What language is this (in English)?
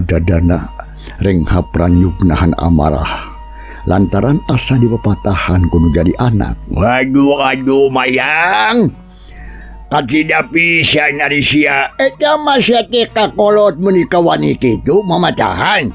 Sundanese